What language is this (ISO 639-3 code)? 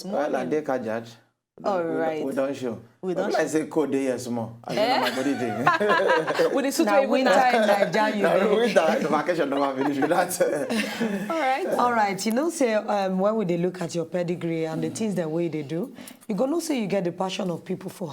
pcm